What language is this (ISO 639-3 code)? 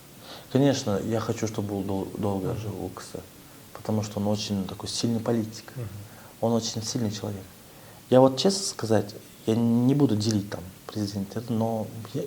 kaz